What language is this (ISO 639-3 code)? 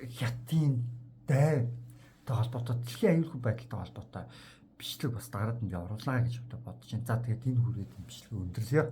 mon